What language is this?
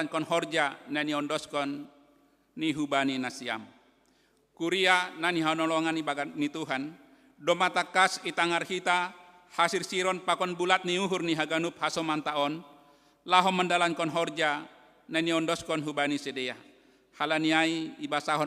Batak Simalungun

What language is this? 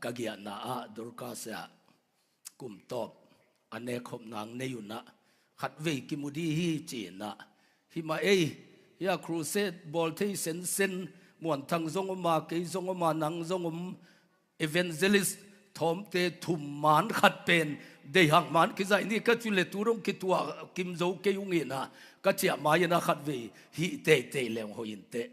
Tedim Chin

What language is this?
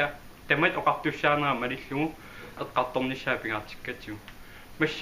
Kalaallisut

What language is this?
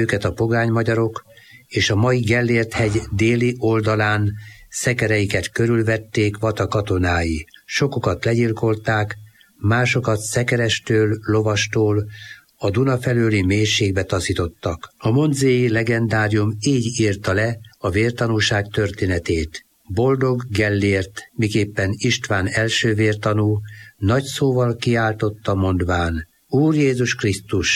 Hungarian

